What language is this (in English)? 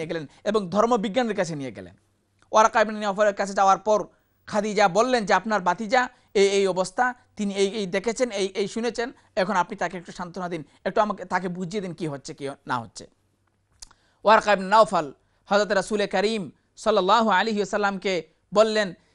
Bangla